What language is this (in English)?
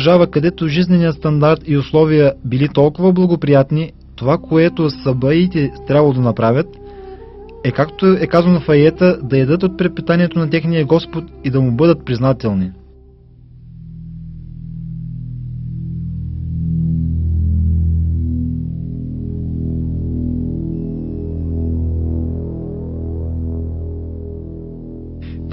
Bulgarian